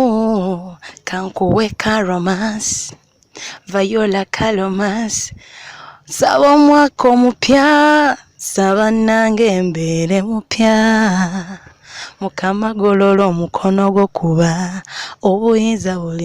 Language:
Ganda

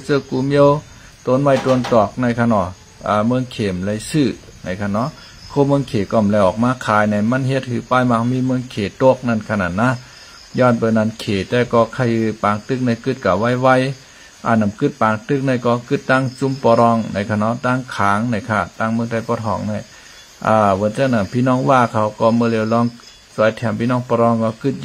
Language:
Shan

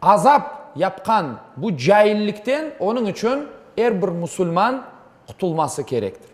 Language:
Crimean Tatar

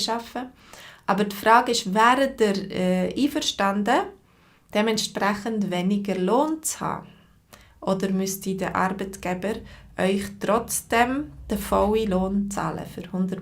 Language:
Swiss German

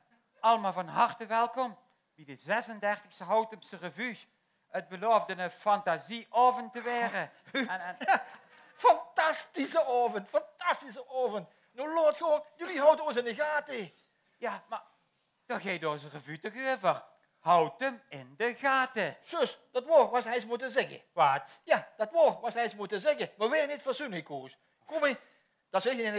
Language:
Limburgish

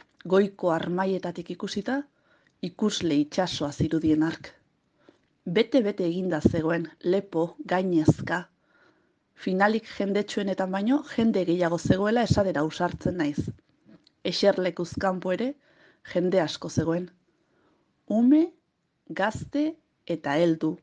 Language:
Basque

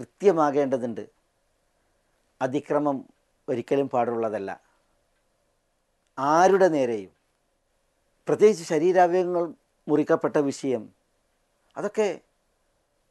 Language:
Malayalam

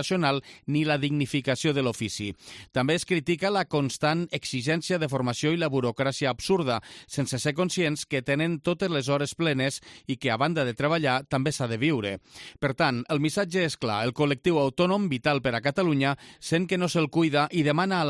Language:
Catalan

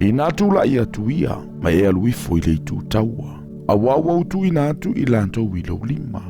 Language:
Samoan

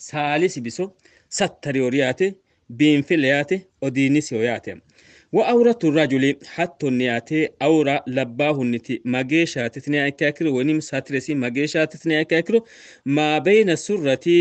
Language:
Sidamo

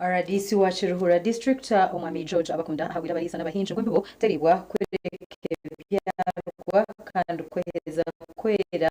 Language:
Nyankole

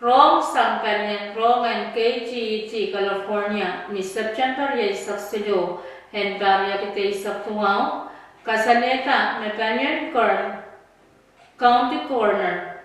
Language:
Pohnpeian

